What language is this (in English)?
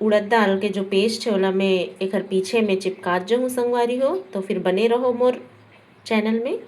Chhattisgarhi